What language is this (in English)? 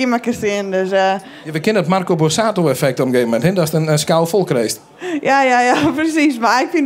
Western Frisian